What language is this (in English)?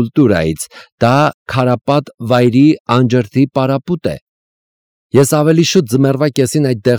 Armenian